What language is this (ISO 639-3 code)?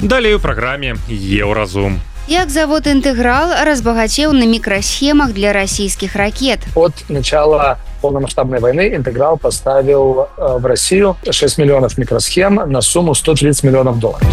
bel